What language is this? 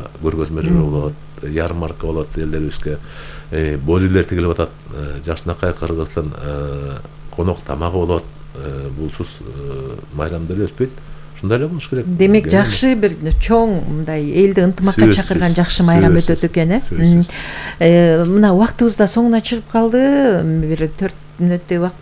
Kyrgyz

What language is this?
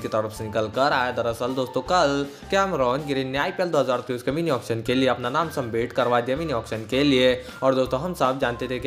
Hindi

